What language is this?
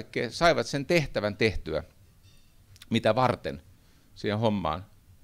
Finnish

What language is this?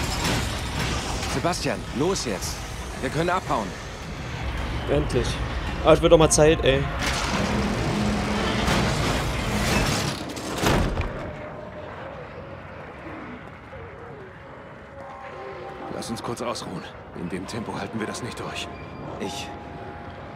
German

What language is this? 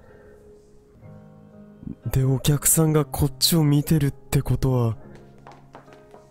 Japanese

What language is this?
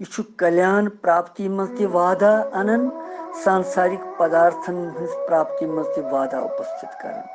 Kashmiri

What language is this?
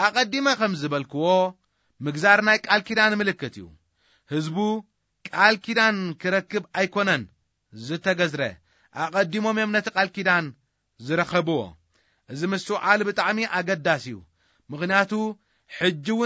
Tigrinya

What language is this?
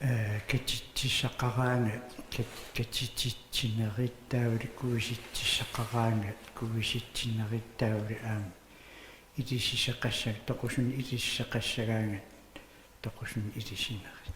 Kalaallisut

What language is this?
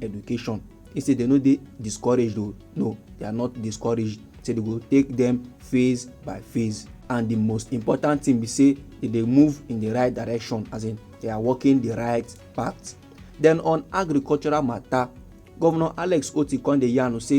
Nigerian Pidgin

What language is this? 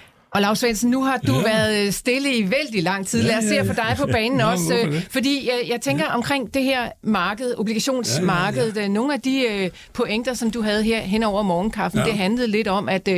Danish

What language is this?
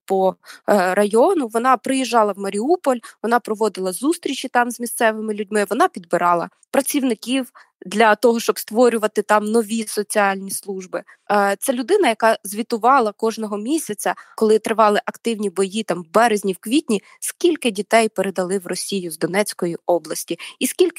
Ukrainian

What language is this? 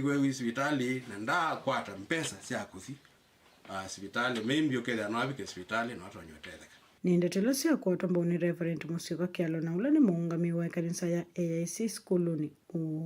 Kamba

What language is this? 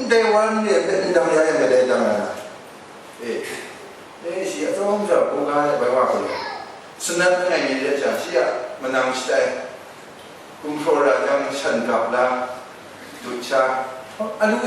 Kachin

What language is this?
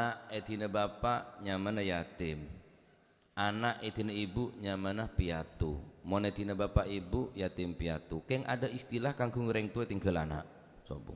Madurese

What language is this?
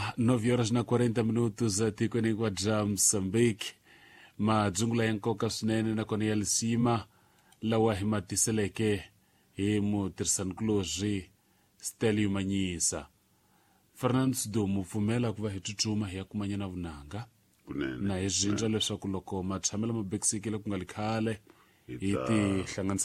Tsonga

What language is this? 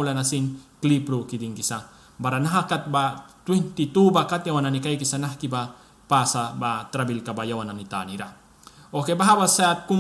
Mískito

